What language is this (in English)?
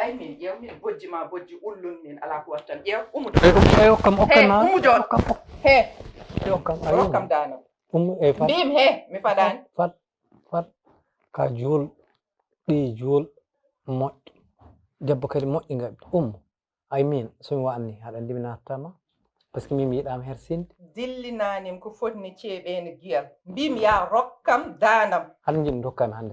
Fula